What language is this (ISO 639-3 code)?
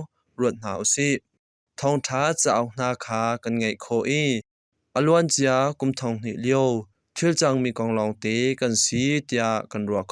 cnh